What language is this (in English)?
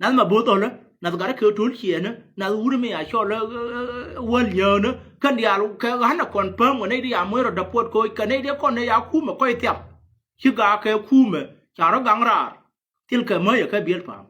Nuer